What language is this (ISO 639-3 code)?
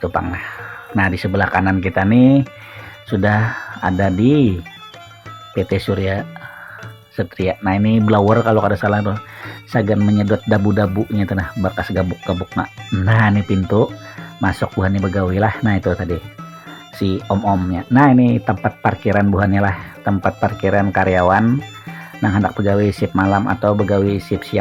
bjn